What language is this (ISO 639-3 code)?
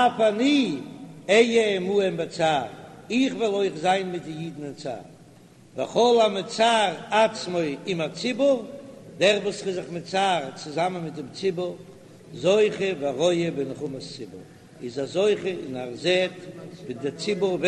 yid